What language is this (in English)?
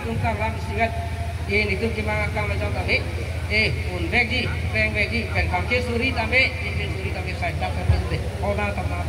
Karbi